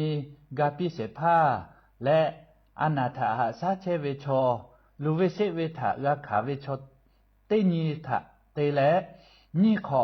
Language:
Lahu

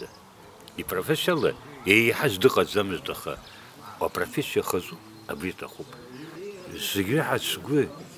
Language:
Abkhazian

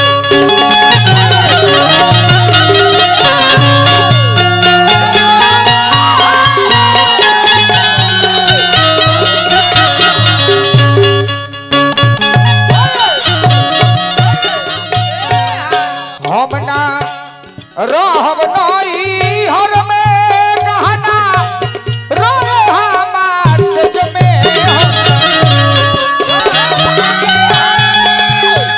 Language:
Bhojpuri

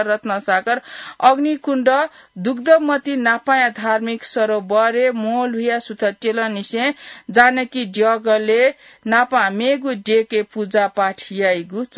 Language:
Newari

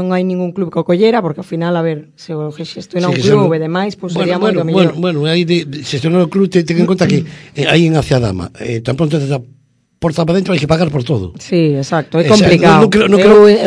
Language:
Galician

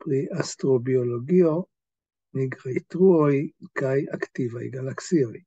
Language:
Esperanto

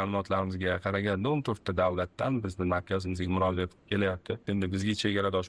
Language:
Uzbek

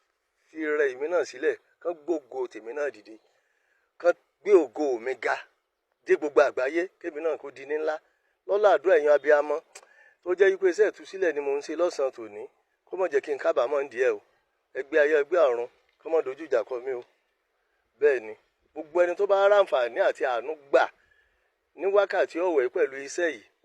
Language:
Yoruba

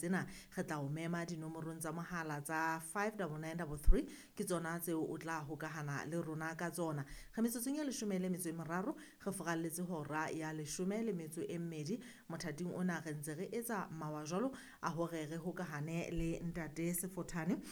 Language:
Southern Sotho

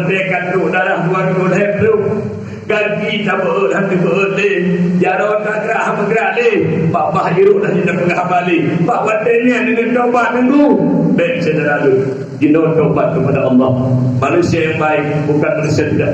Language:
Achinese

